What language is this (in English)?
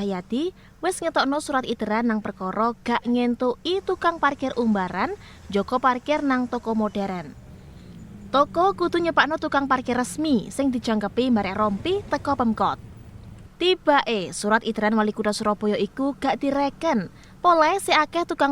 Javanese